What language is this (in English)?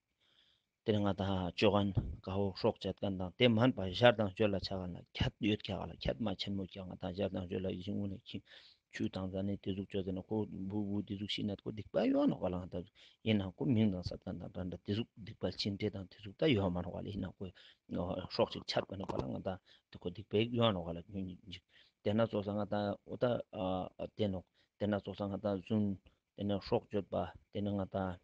Ladakhi